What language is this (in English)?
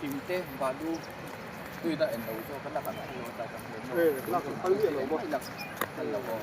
Mizo